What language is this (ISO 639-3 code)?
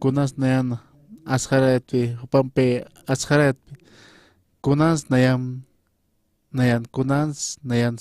aym